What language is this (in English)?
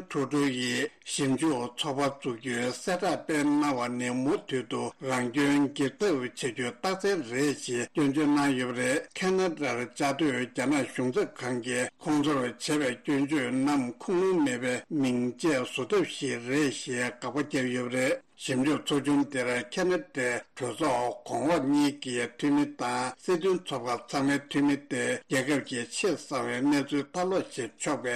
Tibetan